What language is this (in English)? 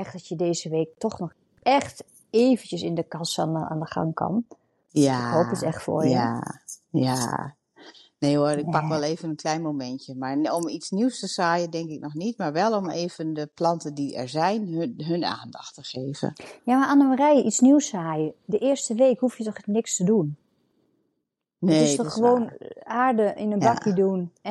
Dutch